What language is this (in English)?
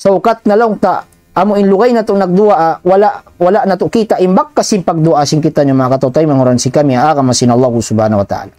Tausug